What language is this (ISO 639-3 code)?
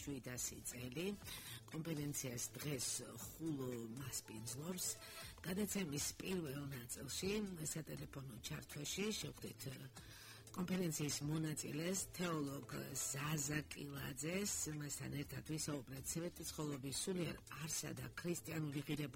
kat